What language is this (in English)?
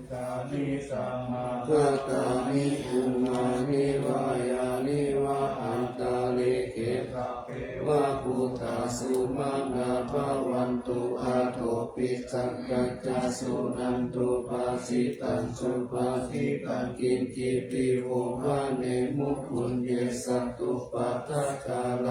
Pali